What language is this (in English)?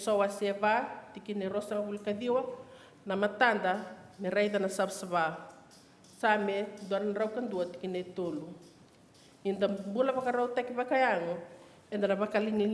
Fijian